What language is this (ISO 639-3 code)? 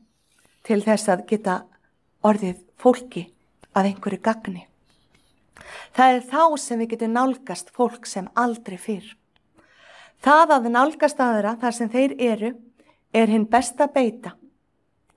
isl